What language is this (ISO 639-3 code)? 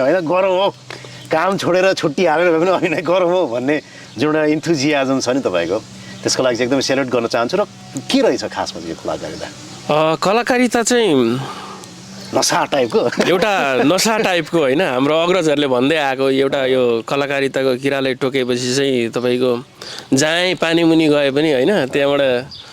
nep